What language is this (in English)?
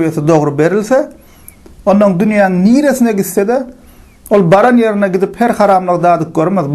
Turkmen